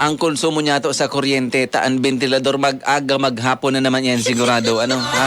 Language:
Bikol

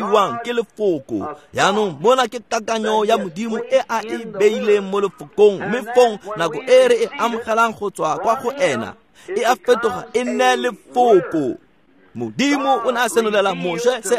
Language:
Tswana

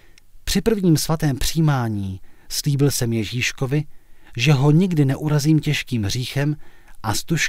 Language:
Czech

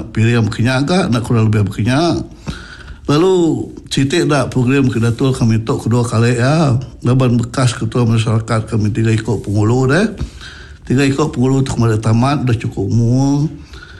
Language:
Iban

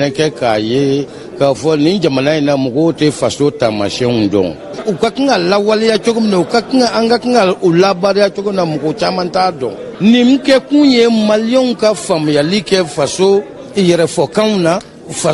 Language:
Bambara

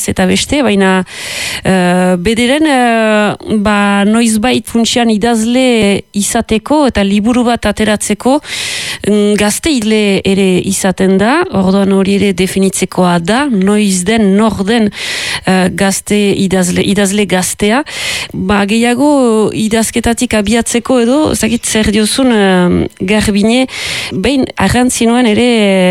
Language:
Basque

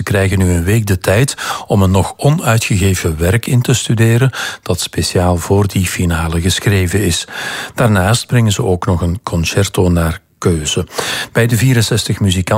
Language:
Dutch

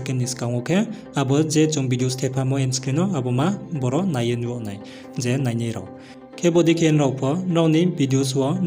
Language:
Riang (India)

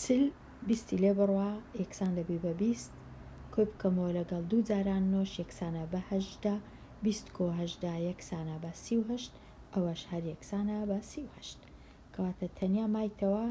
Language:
Central Kurdish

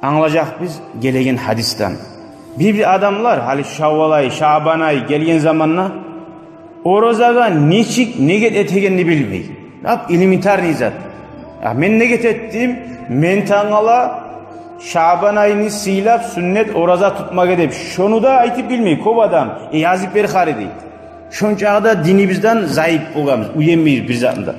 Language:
Kumyk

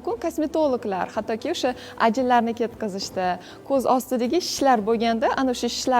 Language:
Uzbek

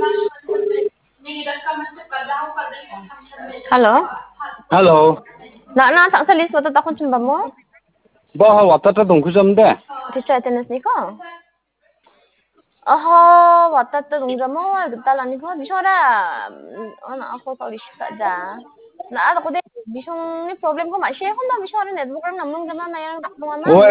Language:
Khasi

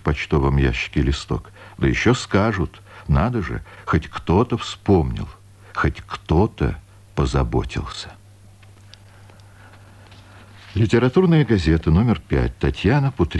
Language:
Russian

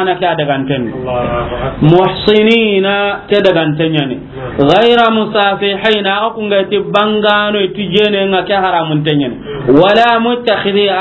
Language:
Soninke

